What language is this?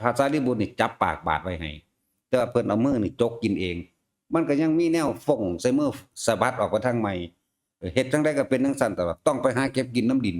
Northeastern Thai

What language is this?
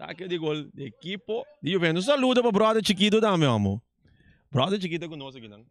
Papiamento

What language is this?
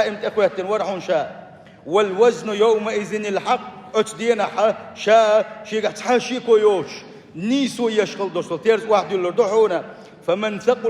Chechen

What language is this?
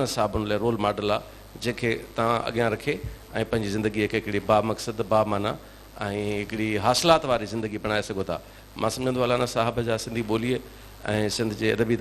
Sindhi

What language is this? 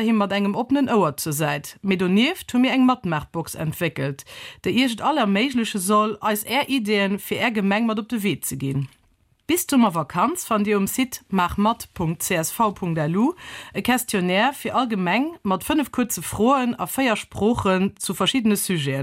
Luxembourgish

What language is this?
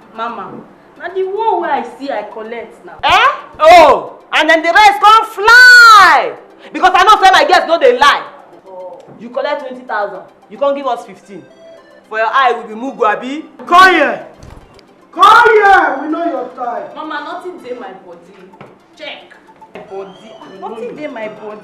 Nigerian Pidgin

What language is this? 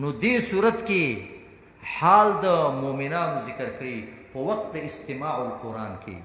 Pashto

